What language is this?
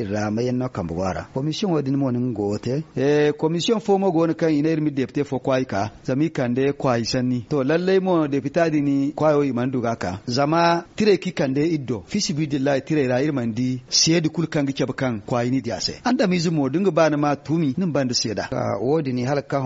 Zarma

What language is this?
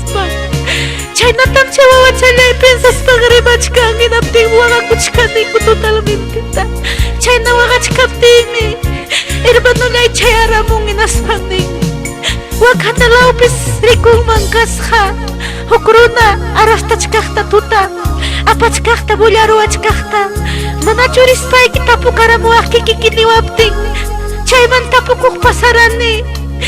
Ayacucho Quechua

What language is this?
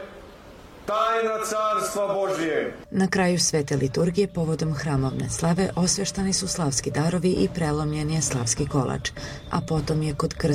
Serbian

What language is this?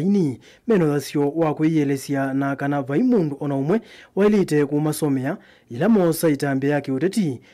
Kamba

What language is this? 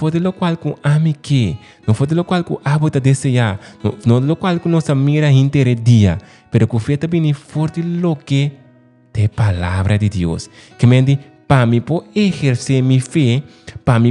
Papiamento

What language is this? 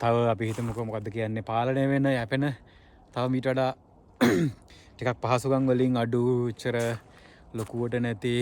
Sinhala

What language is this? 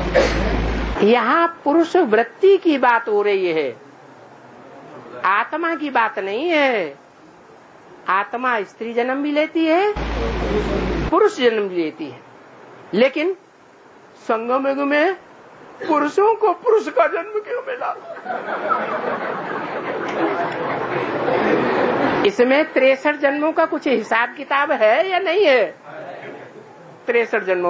Hindi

